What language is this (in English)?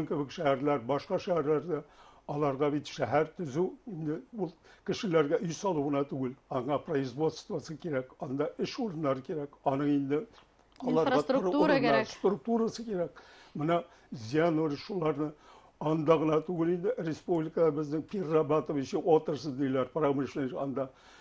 Bashkir